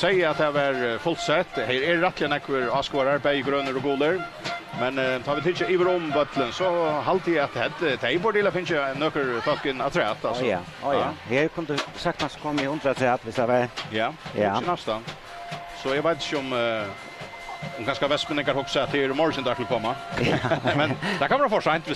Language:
Faroese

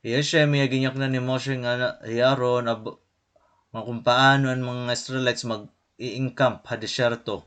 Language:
Waray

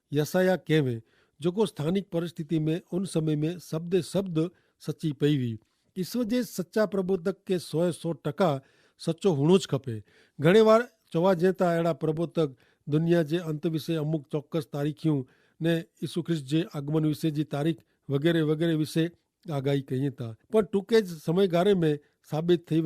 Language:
Kachhi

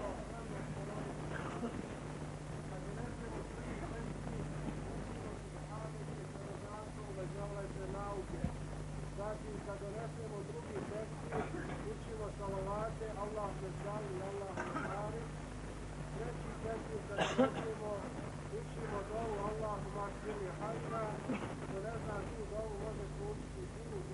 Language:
Bosnian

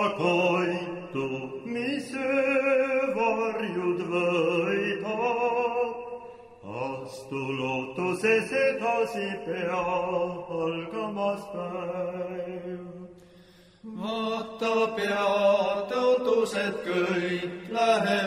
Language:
Estonian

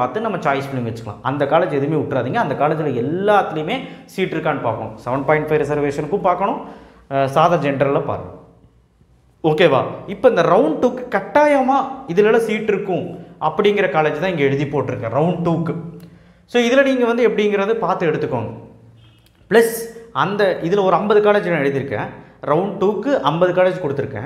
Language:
Tamil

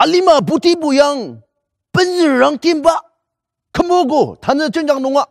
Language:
Ao Naga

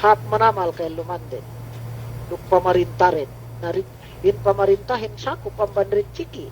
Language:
Yakan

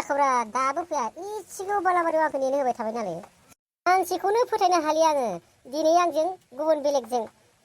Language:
Bodo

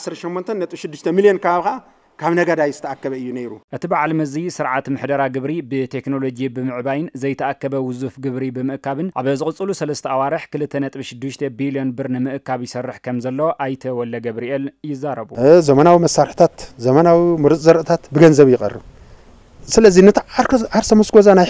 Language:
Tigrinya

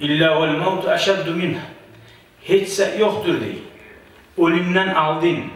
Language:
Kumyk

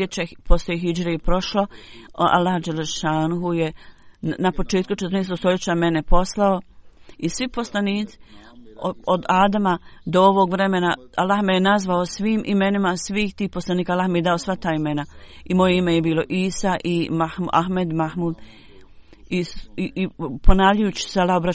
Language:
Bosnian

